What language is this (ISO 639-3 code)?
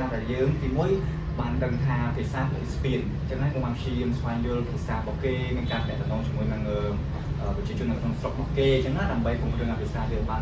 khm